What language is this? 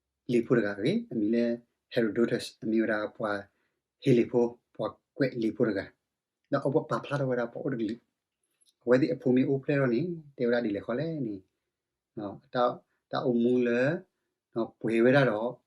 S'gaw Karen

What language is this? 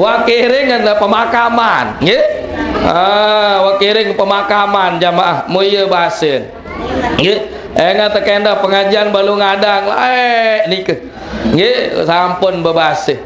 Sasak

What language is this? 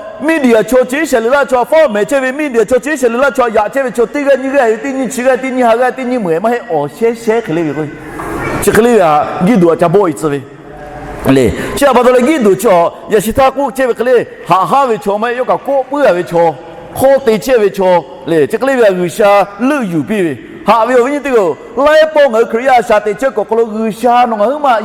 Lahu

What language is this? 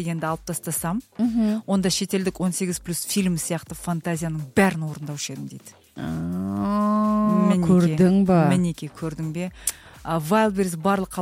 Kazakh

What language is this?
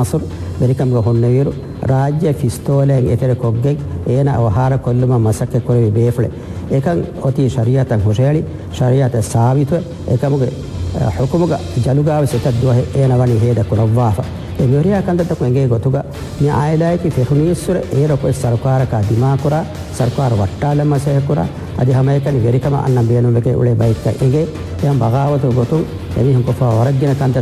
Divehi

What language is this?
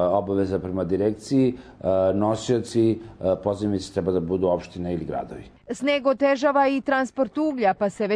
Serbian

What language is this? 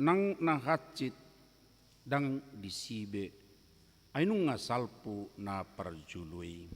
Batak Toba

